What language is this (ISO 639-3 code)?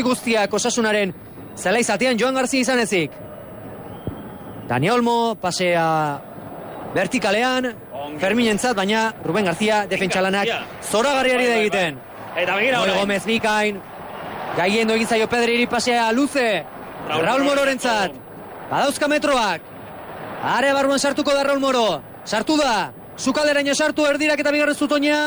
eus